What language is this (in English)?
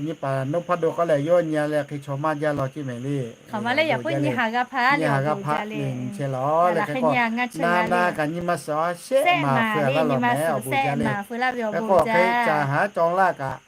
Lahu